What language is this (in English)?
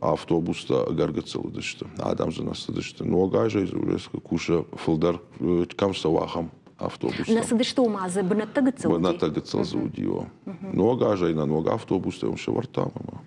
Ossetic